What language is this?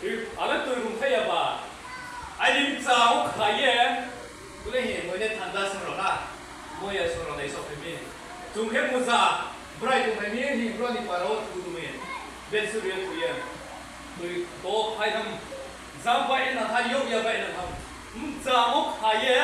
Riang (India)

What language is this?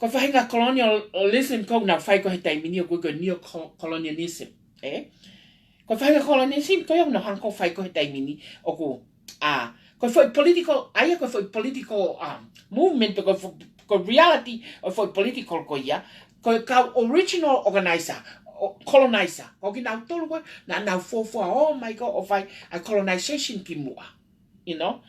Tongan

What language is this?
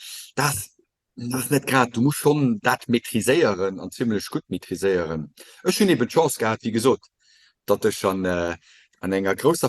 Luxembourgish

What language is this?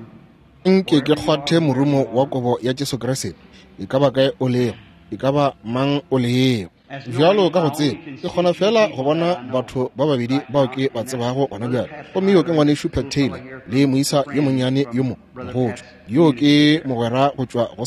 Northern Sotho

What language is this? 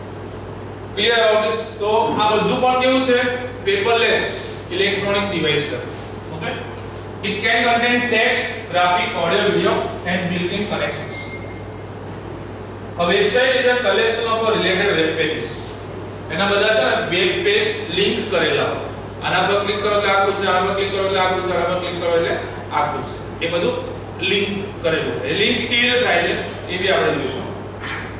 Gujarati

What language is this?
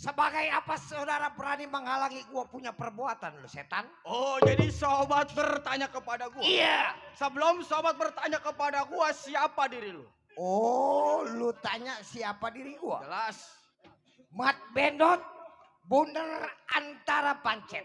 Betawi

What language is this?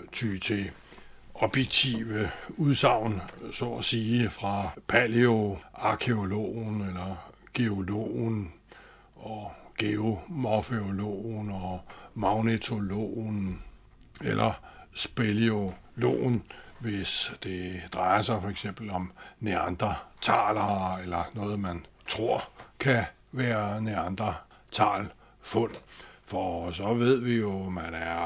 Danish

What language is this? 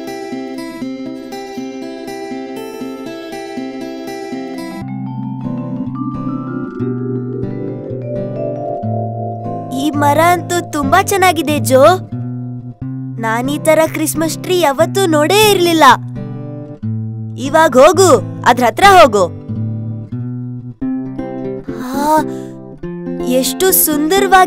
Kannada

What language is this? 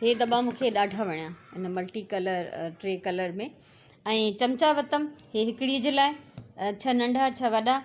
Sindhi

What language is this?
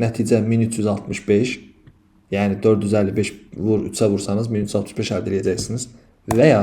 Azerbaijani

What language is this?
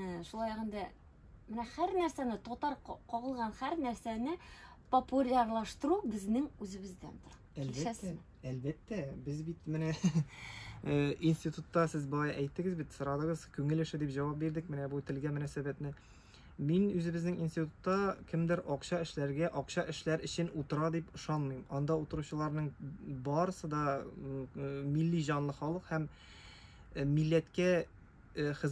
Tatar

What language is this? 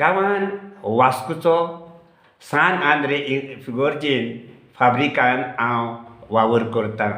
Konkani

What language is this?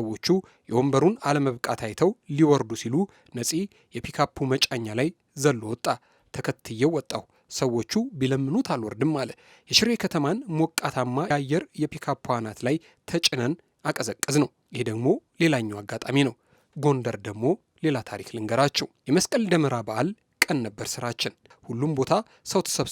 Amharic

